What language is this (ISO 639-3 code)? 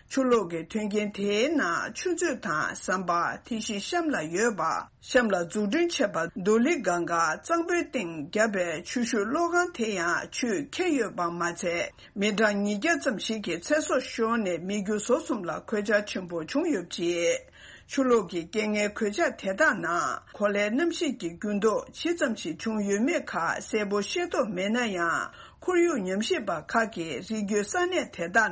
bod